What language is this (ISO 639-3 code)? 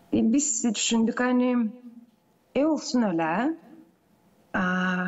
gag